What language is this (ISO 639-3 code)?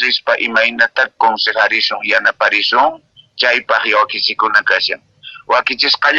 que